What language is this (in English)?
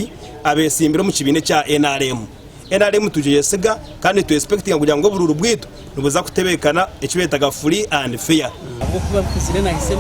Nyankole